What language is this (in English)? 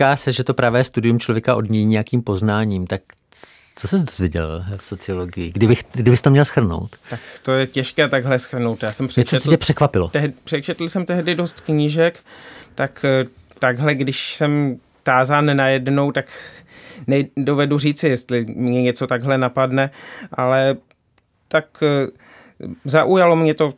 Czech